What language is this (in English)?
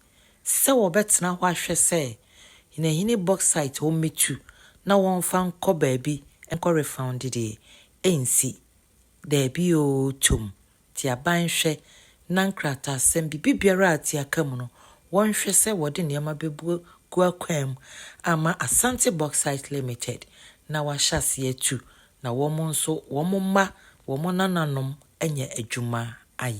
Akan